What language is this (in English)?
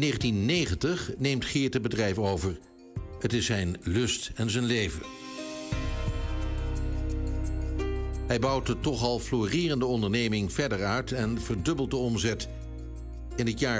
Dutch